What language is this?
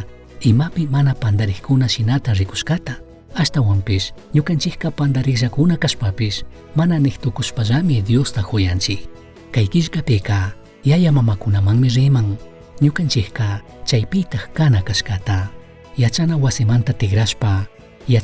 Chimborazo Highland Quichua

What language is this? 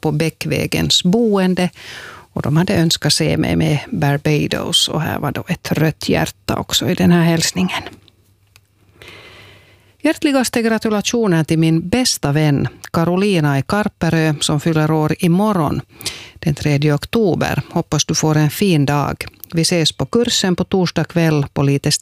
Swedish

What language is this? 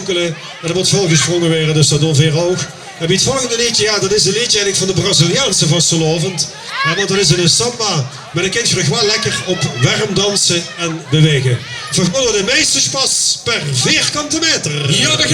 Limburgish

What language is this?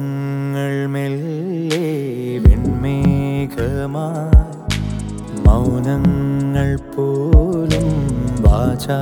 Malayalam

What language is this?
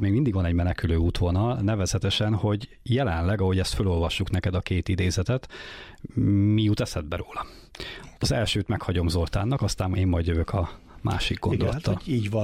Hungarian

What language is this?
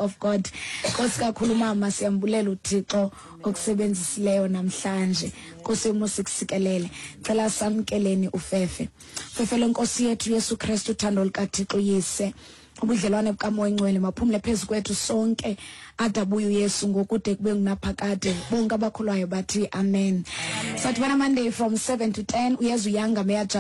Xhosa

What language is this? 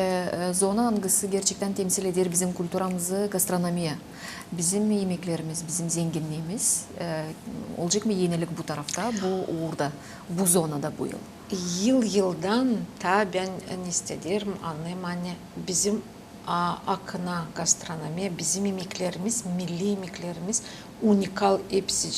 Gagauz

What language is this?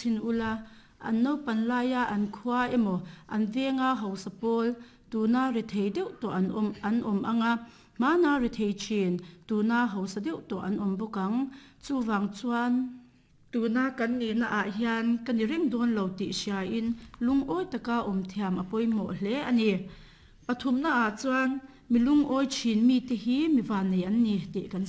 Mizo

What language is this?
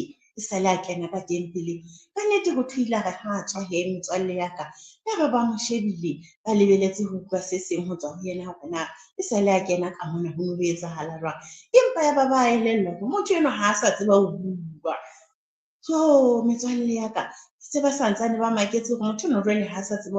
Southern Sotho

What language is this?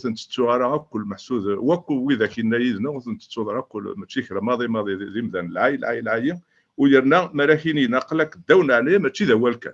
Kabyle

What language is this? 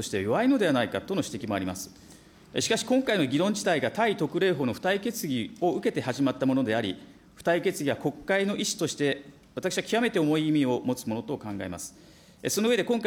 Japanese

